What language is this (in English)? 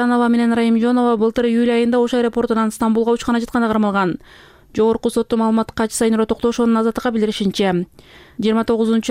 Kyrgyz